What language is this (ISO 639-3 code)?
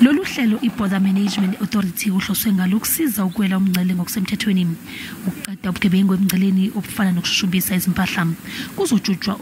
zul